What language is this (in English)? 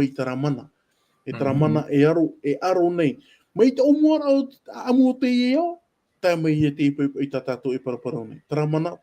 Tahitian